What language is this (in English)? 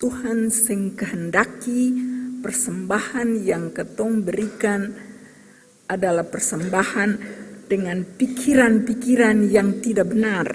Ambonese Malay